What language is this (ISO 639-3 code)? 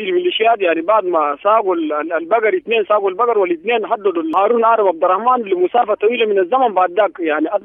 apd